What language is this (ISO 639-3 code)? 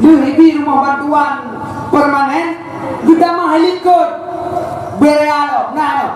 ace